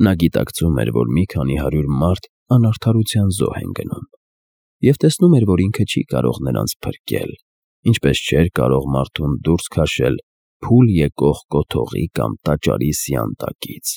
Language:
Armenian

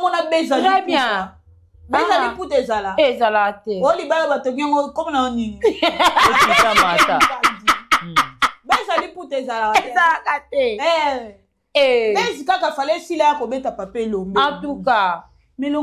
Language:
Lingala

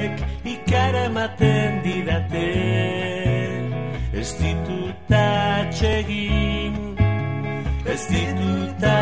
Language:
Basque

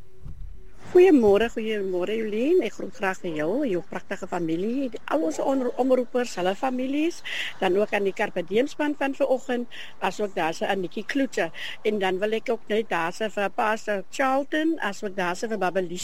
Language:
Afrikaans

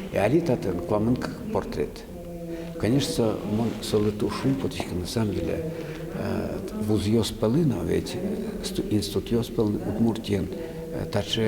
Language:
Udmurt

